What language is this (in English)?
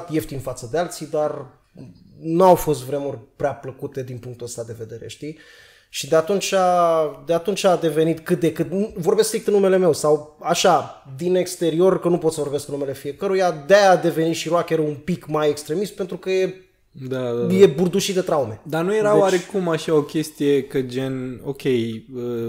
Romanian